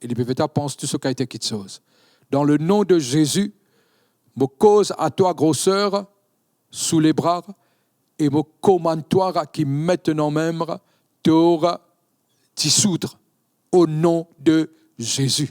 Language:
Morisyen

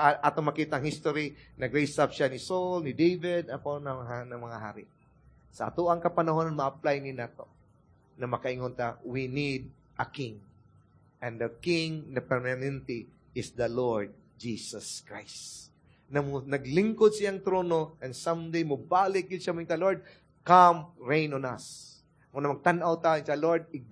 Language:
Cebuano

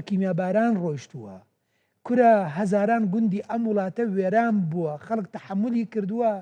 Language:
Central Kurdish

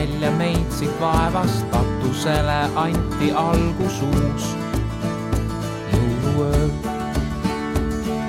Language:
Estonian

